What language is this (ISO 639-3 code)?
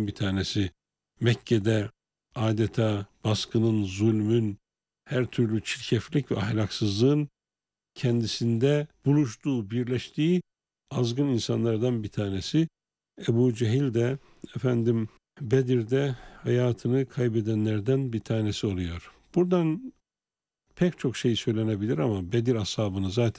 tur